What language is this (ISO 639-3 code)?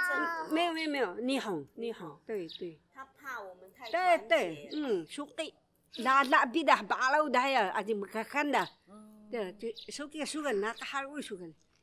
trv